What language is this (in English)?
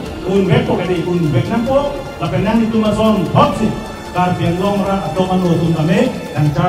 Karbi